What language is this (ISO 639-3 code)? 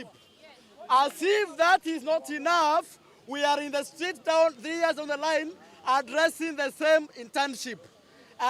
kam